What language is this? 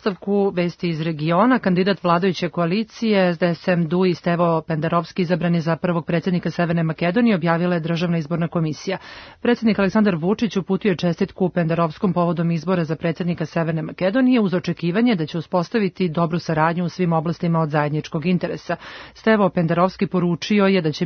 Serbian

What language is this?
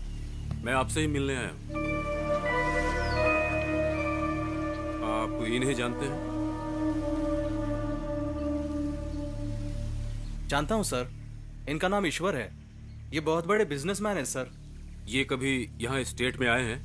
Hindi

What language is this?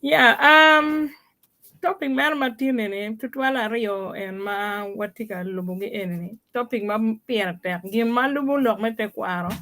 Acoli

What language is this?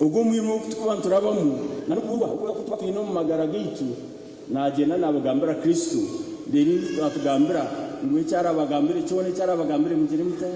Nyankole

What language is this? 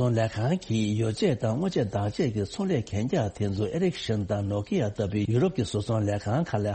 Tibetan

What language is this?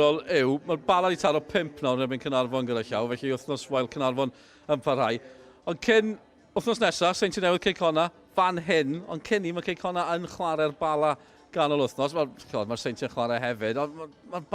Welsh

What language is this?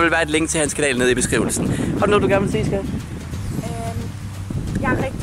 Danish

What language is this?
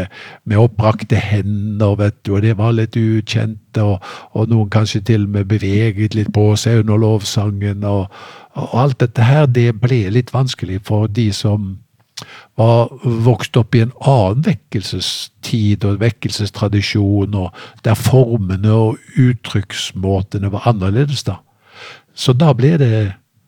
Norwegian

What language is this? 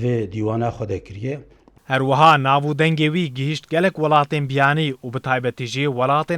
Kurdish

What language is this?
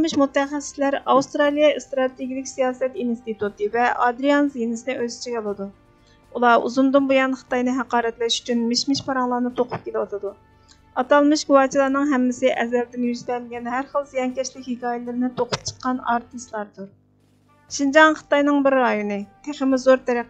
Uyghur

